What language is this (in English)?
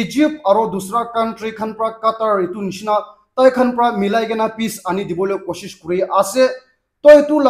Naga Pidgin